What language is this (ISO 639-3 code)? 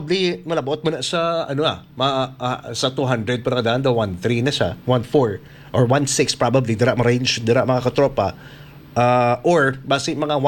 hil